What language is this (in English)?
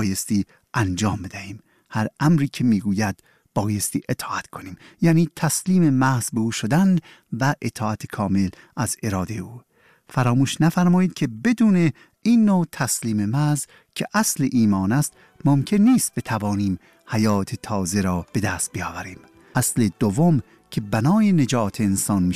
Persian